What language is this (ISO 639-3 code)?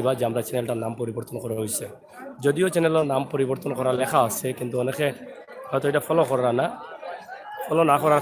syl